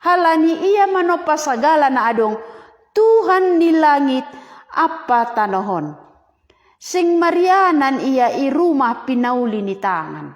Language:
Batak Simalungun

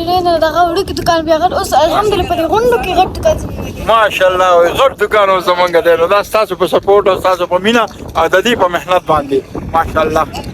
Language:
Pashto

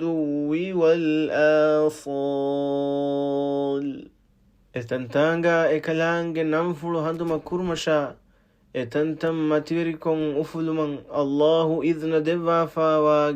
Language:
Divehi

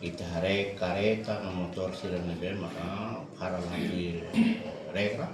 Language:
Tetum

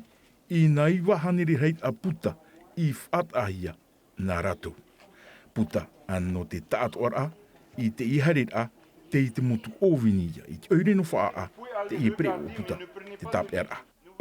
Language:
Tahitian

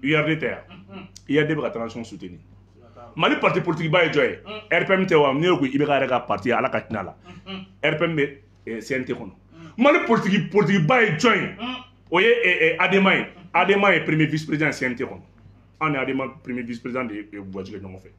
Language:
Bambara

